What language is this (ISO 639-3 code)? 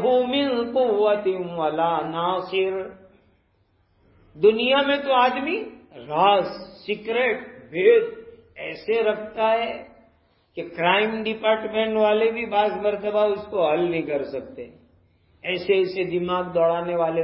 urd